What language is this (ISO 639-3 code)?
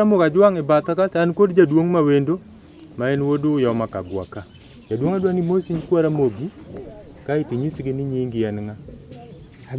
luo